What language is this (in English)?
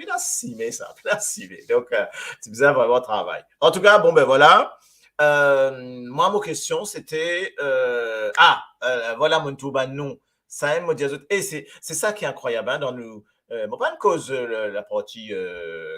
Morisyen